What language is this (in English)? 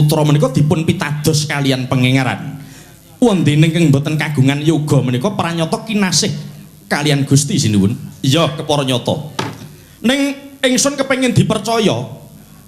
Javanese